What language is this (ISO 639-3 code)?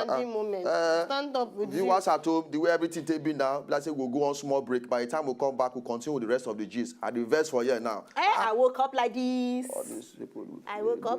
pcm